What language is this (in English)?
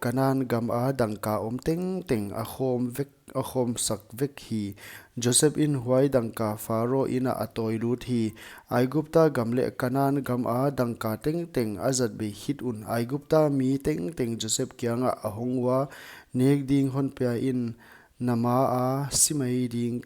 Paite Chin